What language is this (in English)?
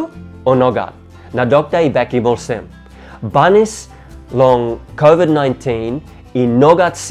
Tok Pisin